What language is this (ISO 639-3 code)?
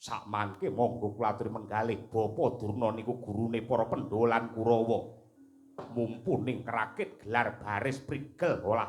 jav